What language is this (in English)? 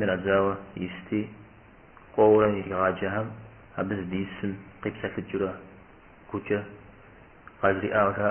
Kabardian